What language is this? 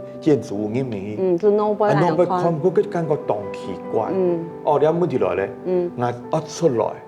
Hakka Chinese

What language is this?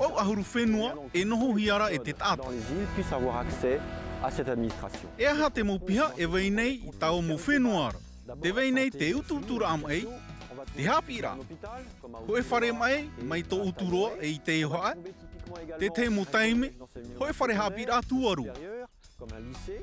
Tahitian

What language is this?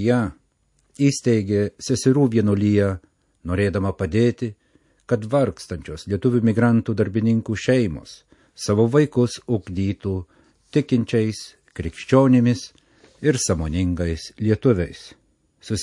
Lithuanian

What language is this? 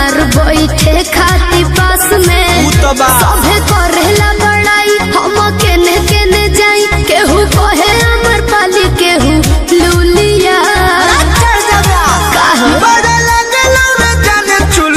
Bhojpuri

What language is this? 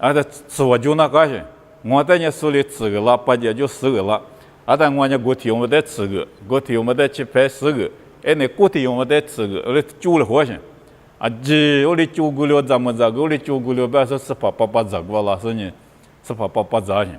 Lisu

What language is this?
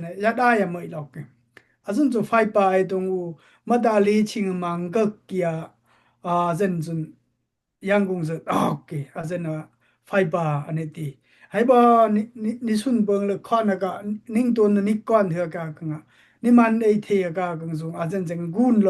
Dimasa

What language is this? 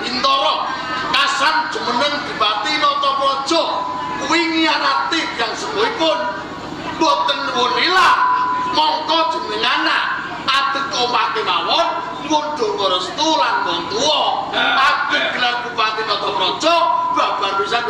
Javanese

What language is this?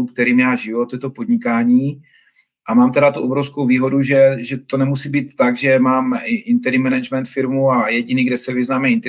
Czech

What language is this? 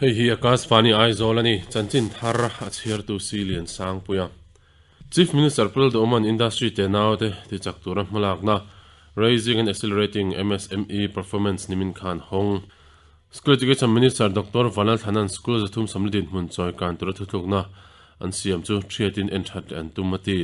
Mizo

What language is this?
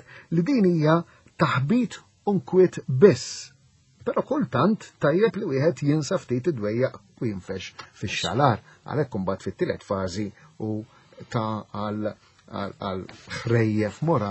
Maltese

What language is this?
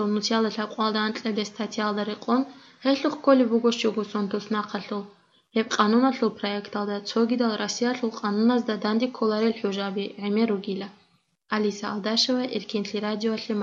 Avaric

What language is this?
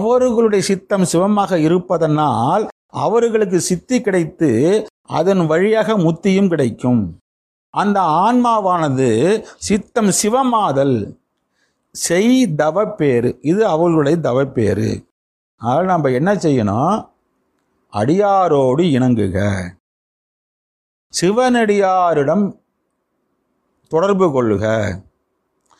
Tamil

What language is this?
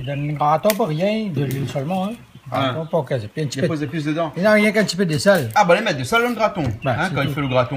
Réunion Creole French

